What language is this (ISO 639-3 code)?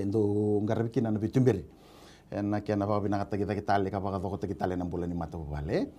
fij